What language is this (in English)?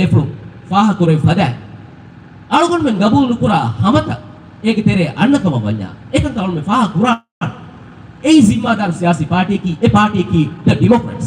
Divehi